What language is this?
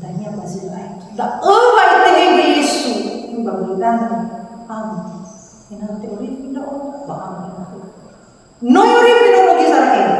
Nias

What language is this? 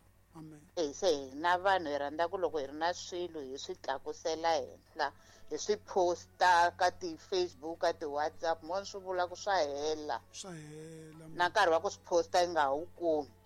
Tsonga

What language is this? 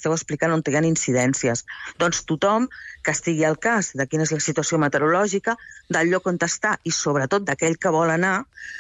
Catalan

